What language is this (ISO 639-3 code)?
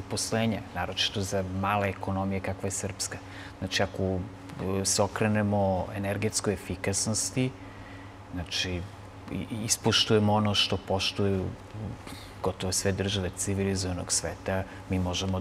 srp